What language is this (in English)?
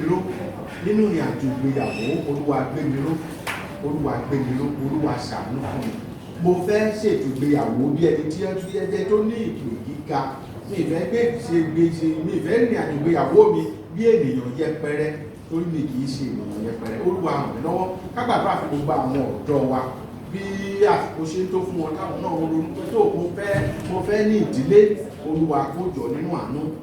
Yoruba